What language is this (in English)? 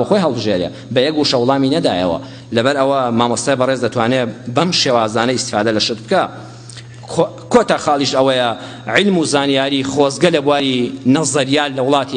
Central Kurdish